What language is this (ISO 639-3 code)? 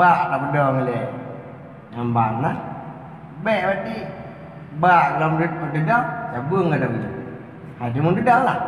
ace